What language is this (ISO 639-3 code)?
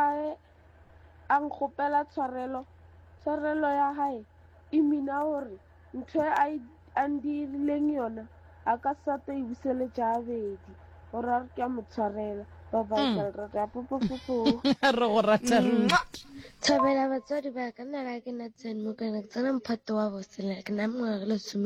nso